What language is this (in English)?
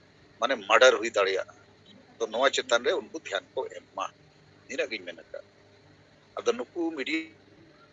Santali